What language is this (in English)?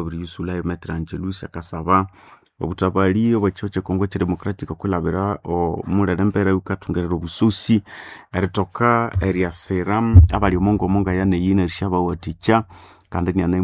Nande